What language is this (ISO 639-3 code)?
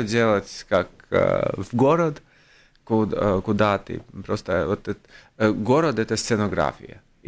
rus